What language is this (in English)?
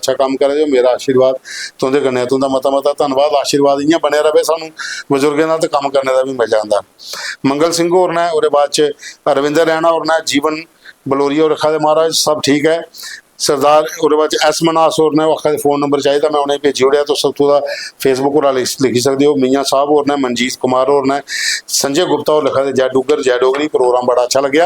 Dogri